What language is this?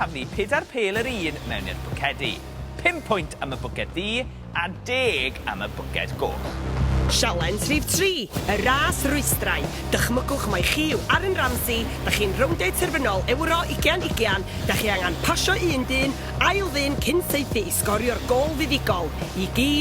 Welsh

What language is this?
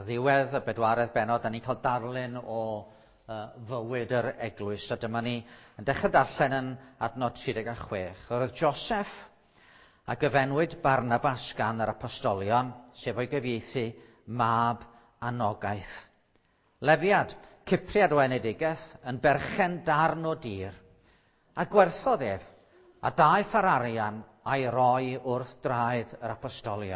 Welsh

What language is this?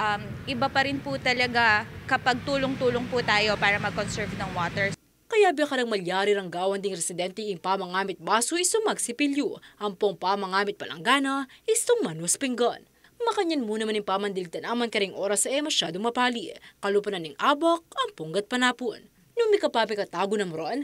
Pampanga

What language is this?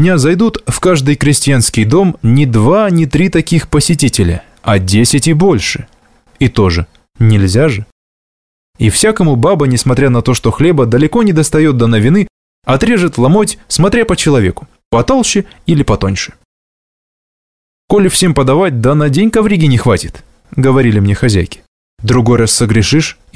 Russian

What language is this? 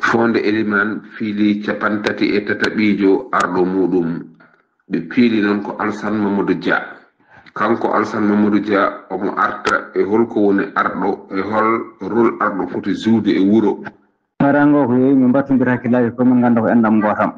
Fula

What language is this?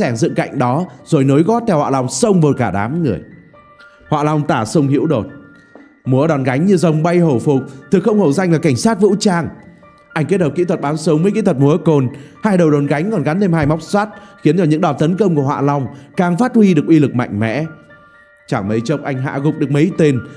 Vietnamese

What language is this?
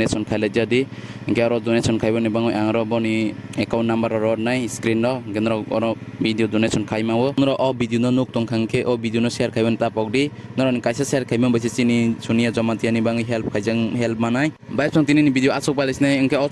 Kok Borok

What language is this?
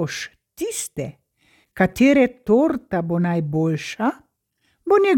Slovenian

